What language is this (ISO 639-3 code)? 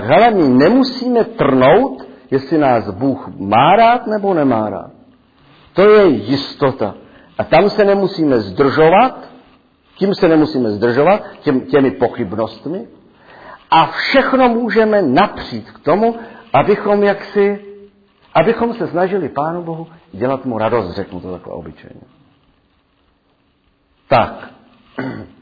ces